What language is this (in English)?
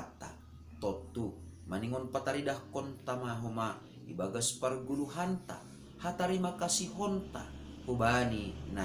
Batak Simalungun